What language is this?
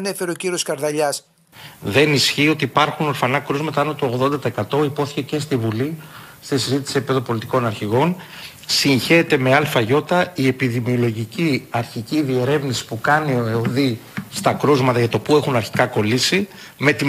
Greek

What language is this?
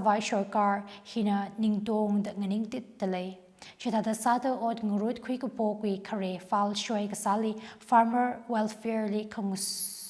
Tangkhul Naga (India)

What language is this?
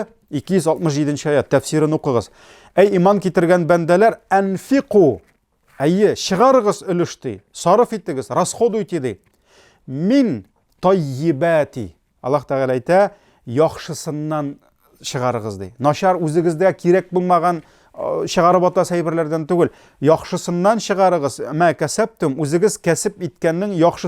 Tatar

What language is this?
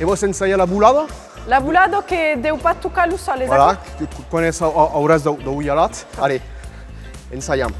Occitan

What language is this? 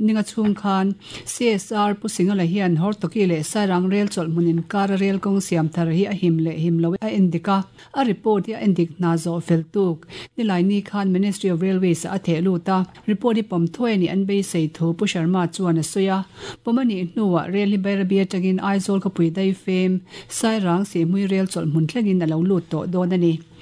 Mizo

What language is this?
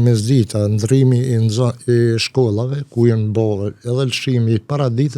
Albanian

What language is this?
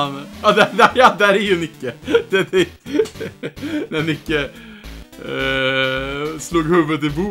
Swedish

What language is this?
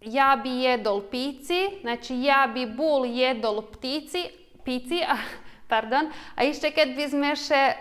Rusyn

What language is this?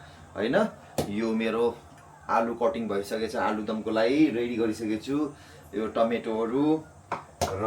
Nepali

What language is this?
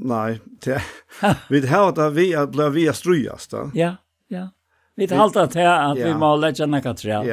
Faroese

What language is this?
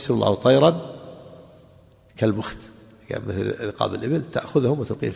Arabic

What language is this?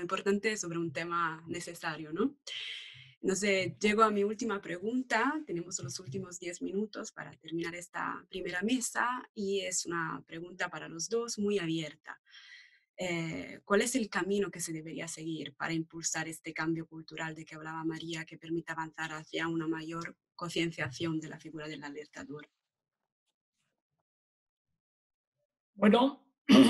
Spanish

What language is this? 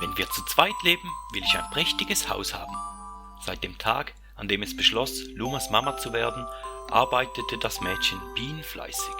Swiss German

